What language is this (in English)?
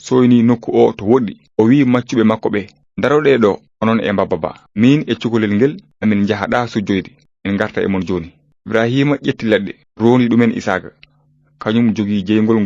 Fula